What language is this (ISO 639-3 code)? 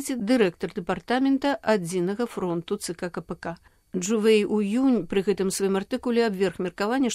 bel